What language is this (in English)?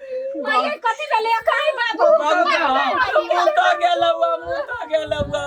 Maithili